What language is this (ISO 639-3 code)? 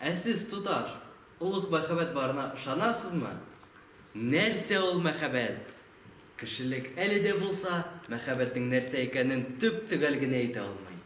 tat